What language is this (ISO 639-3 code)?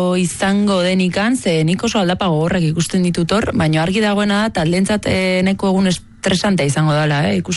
eus